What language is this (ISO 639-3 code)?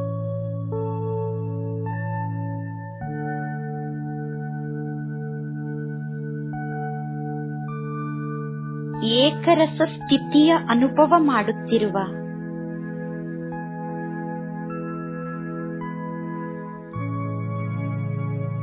kan